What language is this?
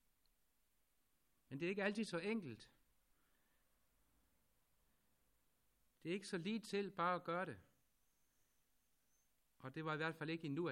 Danish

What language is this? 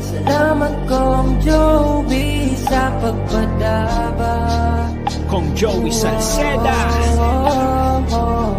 Bikol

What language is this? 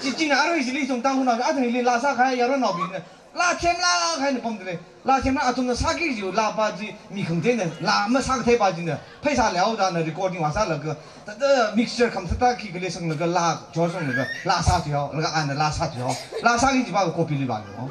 Tangkhul Naga (India)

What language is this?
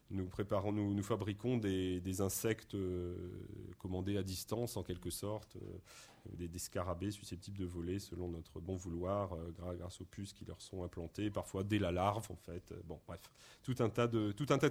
French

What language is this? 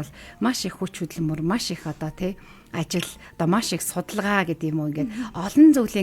Mongolian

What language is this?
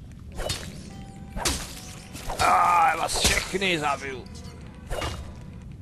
Czech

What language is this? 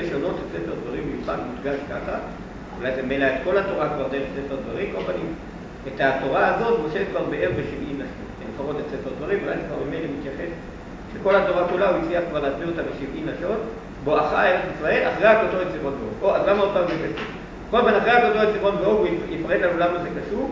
Hebrew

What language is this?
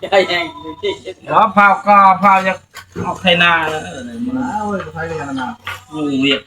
Northeastern Thai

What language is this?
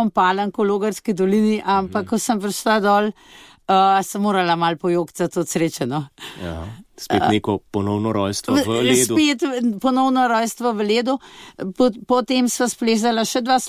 Slovenian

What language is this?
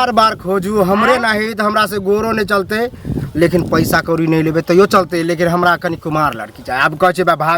Maithili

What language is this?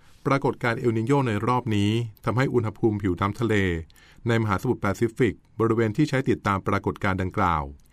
Thai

